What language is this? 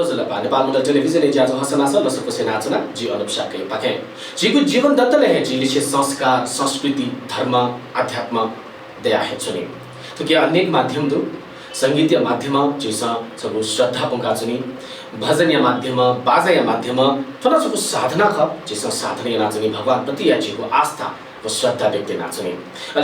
Newari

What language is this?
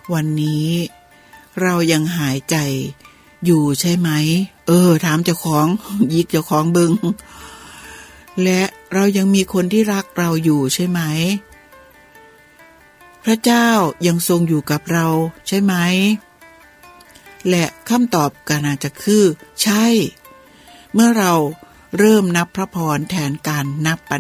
Thai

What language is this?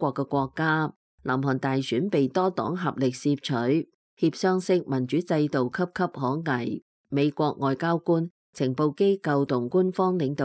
Cantonese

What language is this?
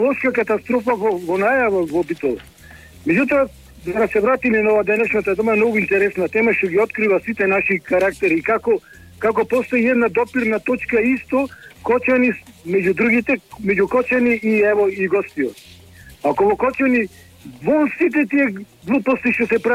Macedonian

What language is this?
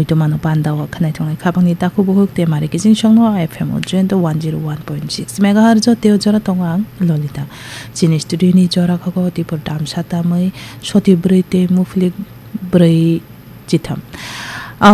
Kok Borok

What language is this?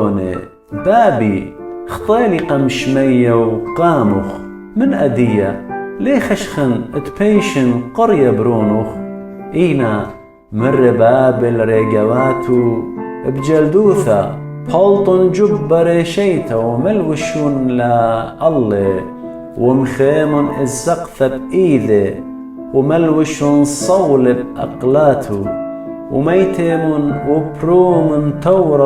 Assyrian Neo-Aramaic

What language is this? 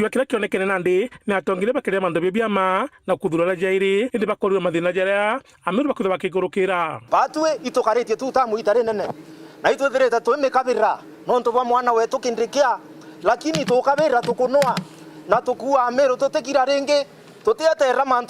Meru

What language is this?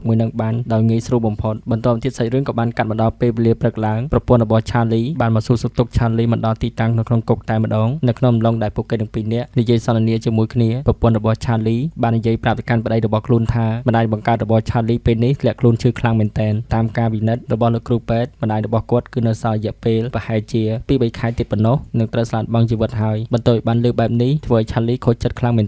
Khmer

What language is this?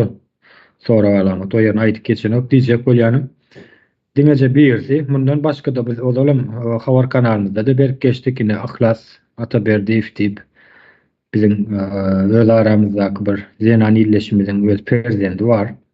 Turkmen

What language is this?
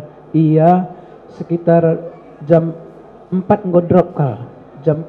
Batak Karo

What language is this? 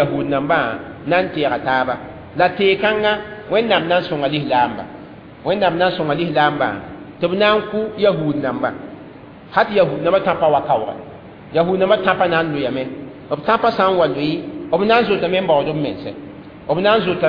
Mossi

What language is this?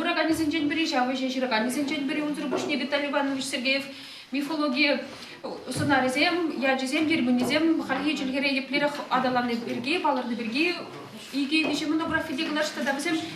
Chuvash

